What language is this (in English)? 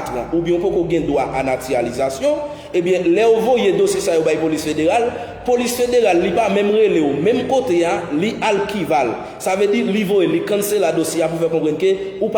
Haitian Creole